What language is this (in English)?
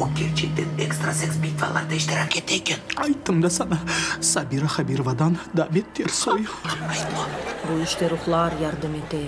Crimean Tatar